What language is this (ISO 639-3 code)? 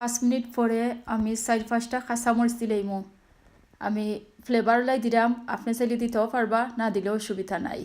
syl